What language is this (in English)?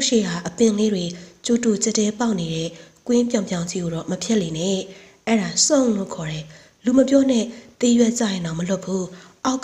Burmese